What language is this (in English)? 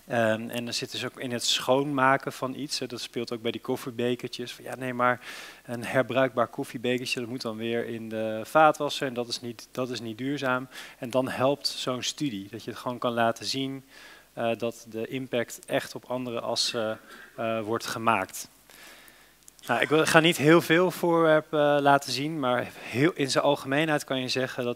Dutch